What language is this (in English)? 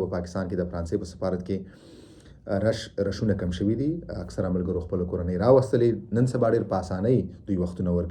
Pashto